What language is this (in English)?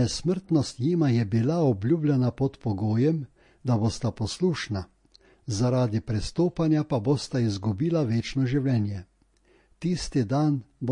Slovenian